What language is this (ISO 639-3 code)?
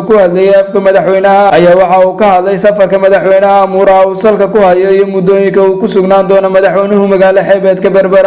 som